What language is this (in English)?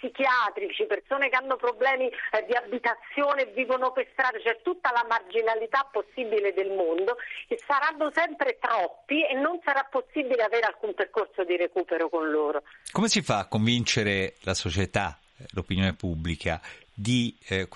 Italian